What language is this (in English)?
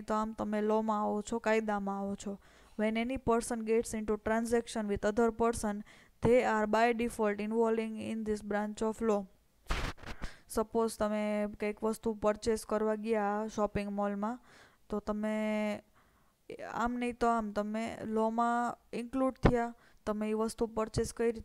Gujarati